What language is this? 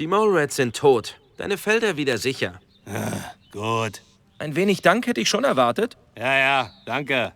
Bavarian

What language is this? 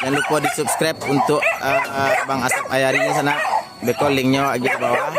Minangkabau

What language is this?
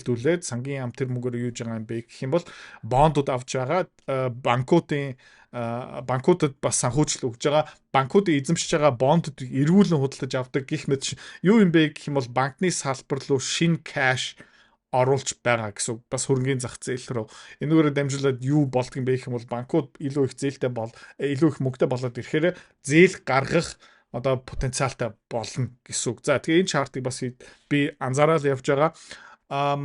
Mongolian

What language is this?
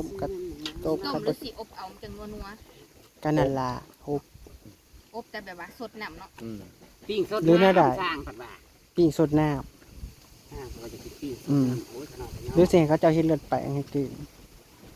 Northeastern Thai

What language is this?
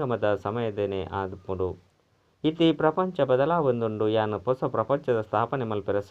Tulu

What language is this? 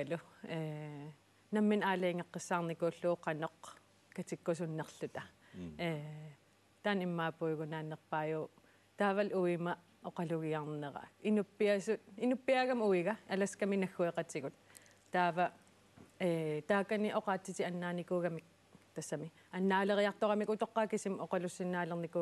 Kalaallisut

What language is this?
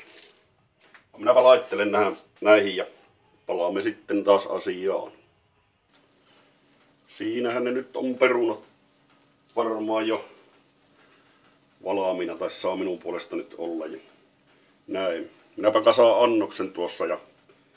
Finnish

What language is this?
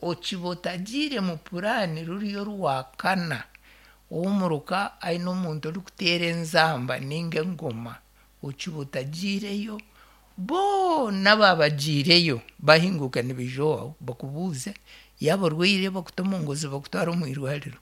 Nyankole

